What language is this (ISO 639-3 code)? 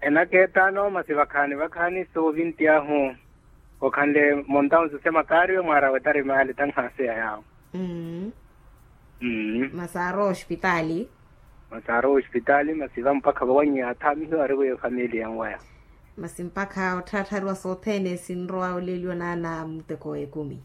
vmw